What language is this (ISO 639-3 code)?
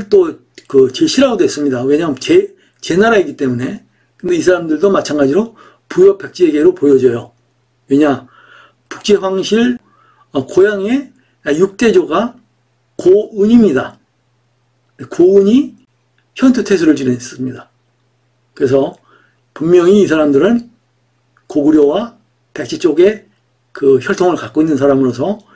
kor